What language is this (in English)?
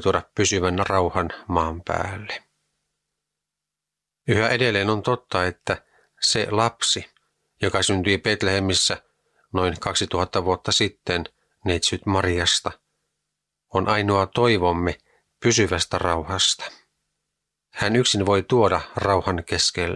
Finnish